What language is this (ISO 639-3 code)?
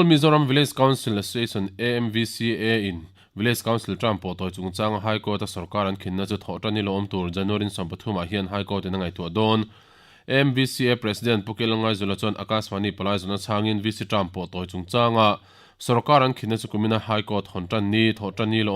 lus